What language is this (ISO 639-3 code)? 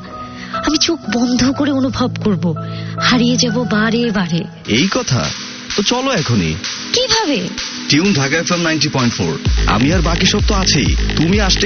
ben